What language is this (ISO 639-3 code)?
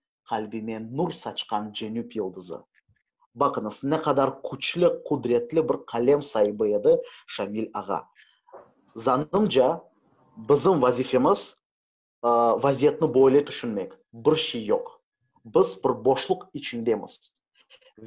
crh